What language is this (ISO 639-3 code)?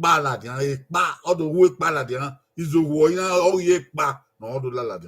bin